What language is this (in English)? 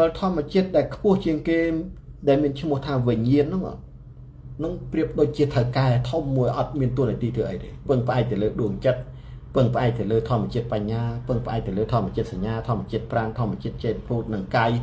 Khmer